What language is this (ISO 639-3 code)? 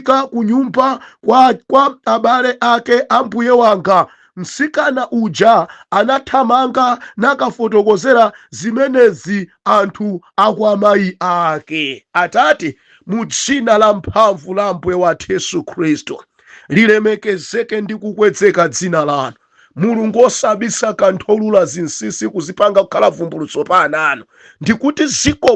nya